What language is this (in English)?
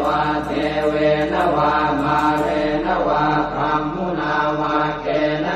Pali